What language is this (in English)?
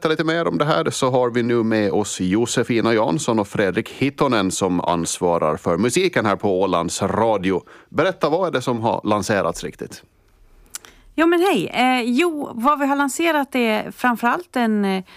Swedish